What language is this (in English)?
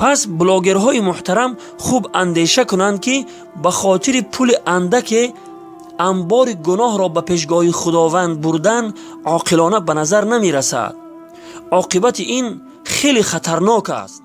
Tajik